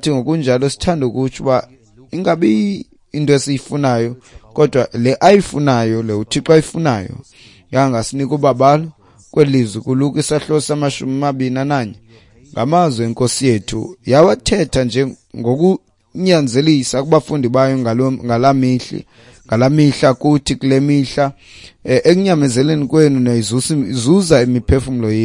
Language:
Xhosa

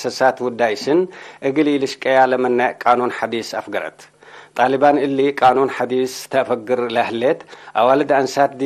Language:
Tigre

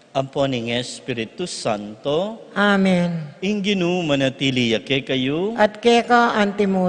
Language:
Pampanga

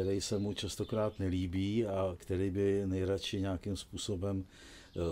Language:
Czech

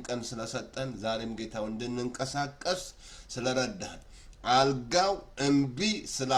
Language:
Amharic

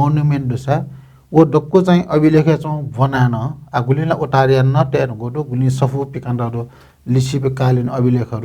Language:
Newari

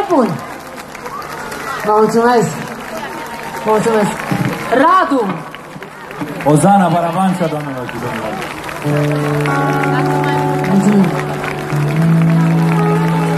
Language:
Romanian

